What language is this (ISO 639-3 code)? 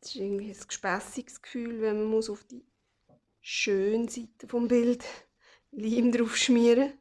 gsw